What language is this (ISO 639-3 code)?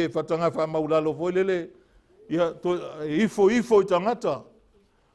smo